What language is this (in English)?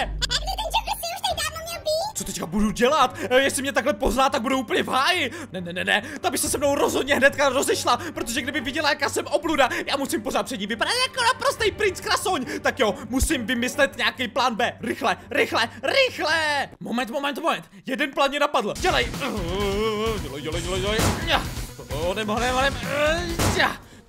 Czech